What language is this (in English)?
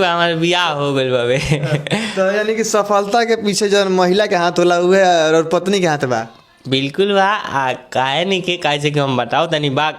Bhojpuri